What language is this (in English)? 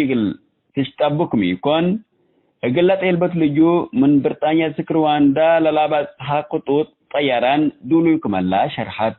Tigre